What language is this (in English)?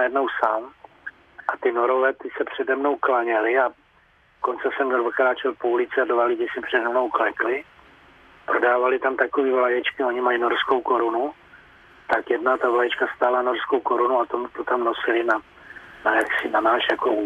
Czech